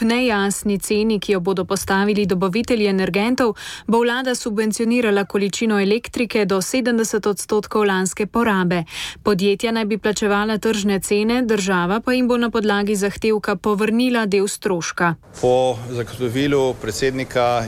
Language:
Slovenian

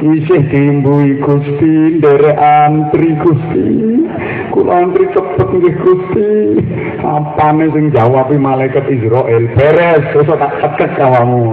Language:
Javanese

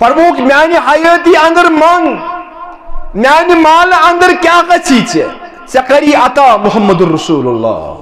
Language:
Kashmiri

